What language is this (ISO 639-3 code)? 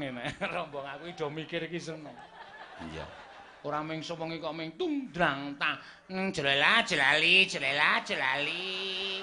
jav